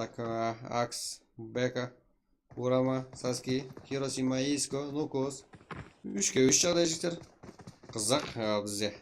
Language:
Kara-Kalpak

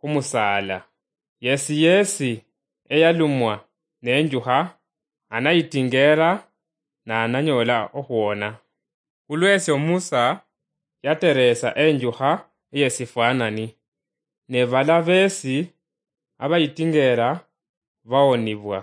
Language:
Luyia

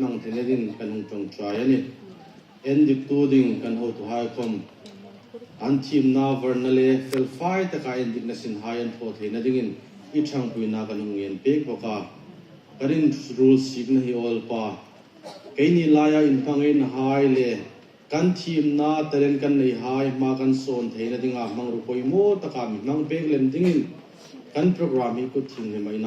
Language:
Hmar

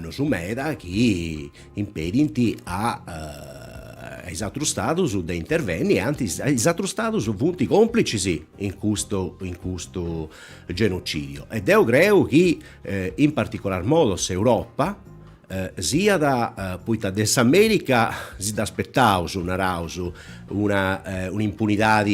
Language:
Sardinian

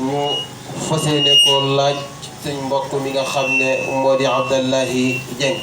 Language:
Wolof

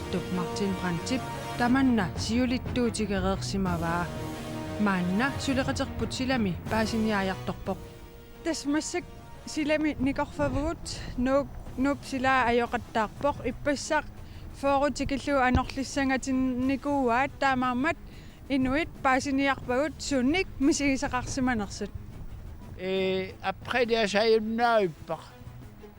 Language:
Kalaallisut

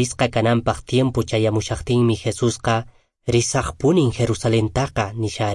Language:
Quechua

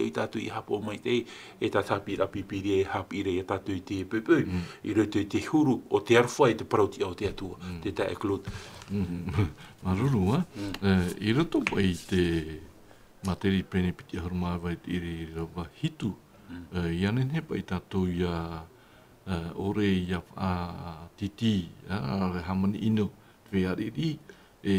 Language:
Tahitian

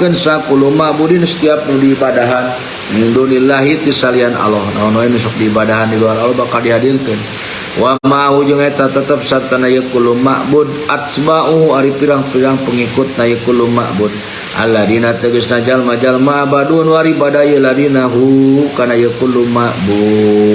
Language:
Sundanese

